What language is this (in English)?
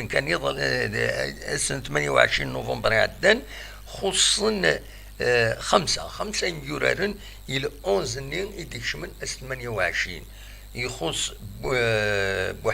Kabyle